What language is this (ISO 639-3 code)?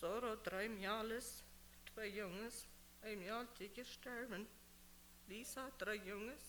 pdt